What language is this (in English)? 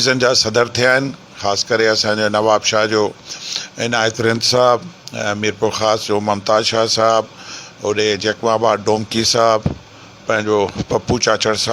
Sindhi